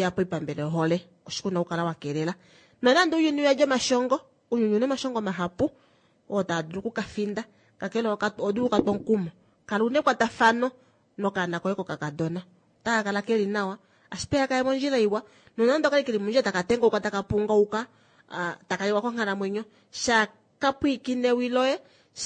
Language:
Kuanyama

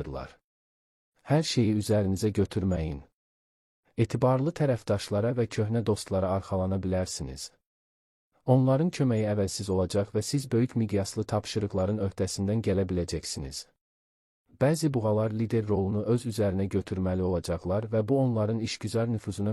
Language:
Azerbaijani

